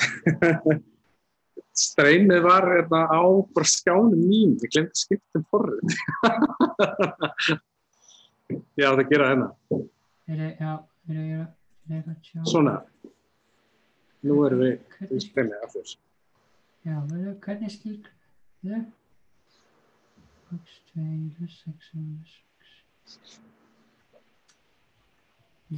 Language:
Icelandic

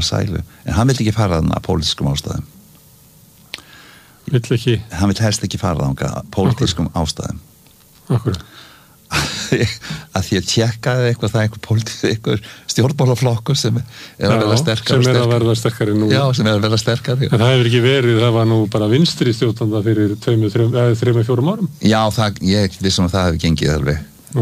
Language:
Icelandic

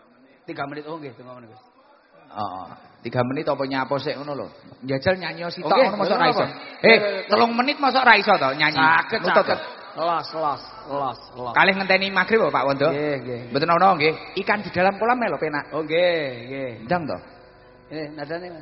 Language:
Javanese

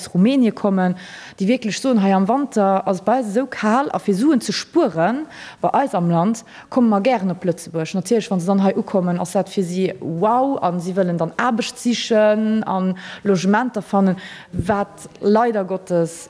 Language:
Luxembourgish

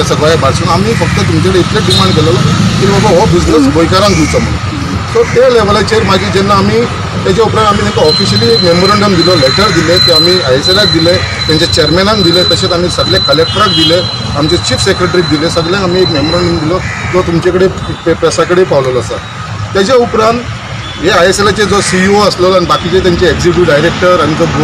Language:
Konkani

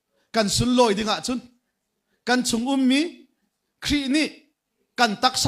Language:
Hakha Chin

